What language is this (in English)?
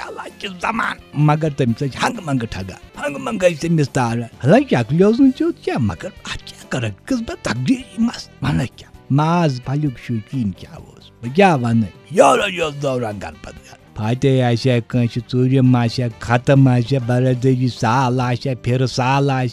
Kashmiri